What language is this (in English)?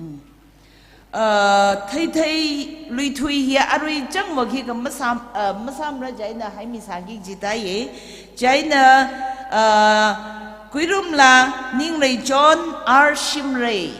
Tangkhul Naga (India)